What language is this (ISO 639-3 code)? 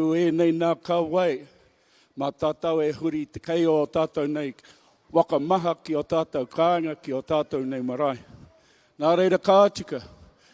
mri